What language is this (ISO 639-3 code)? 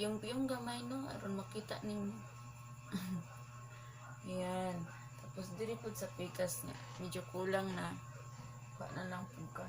ceb